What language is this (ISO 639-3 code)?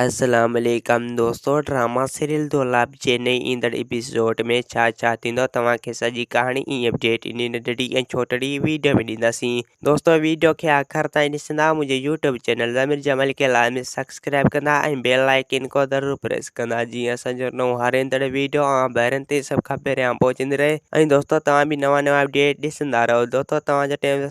snd